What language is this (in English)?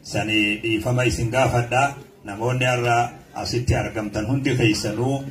Oromo